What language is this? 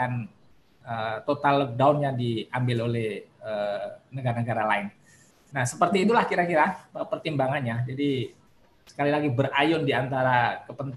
Indonesian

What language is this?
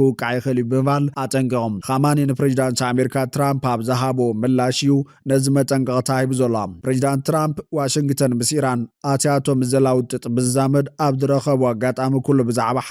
Tigrinya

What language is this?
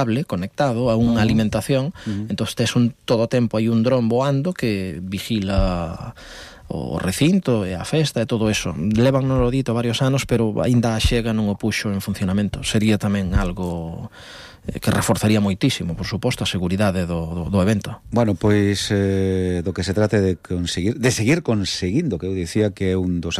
Galician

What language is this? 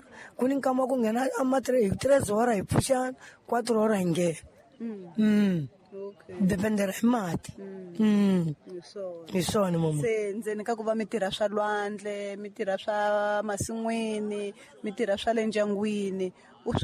Tsonga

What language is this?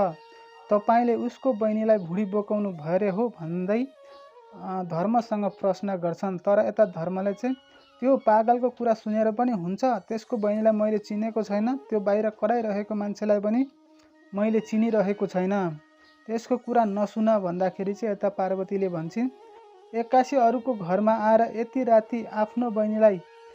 Nepali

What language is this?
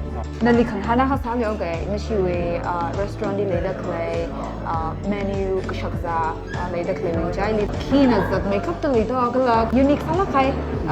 Tangkhul Naga (India)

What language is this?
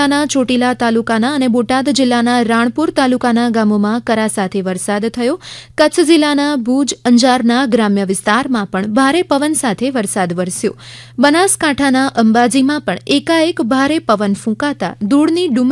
Gujarati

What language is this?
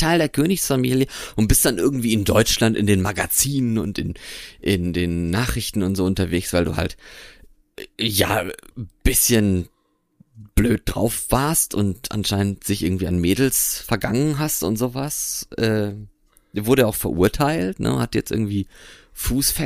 German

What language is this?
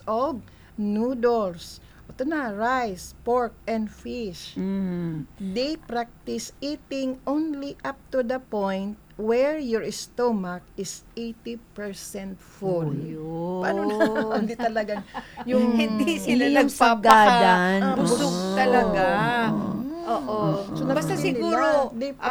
Filipino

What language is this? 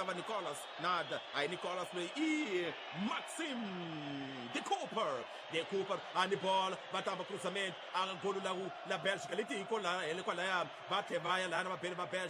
Tsonga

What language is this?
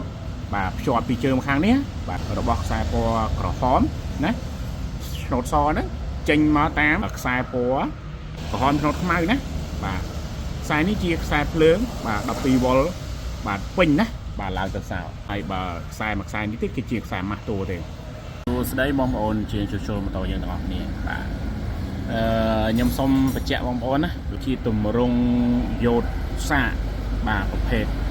Khmer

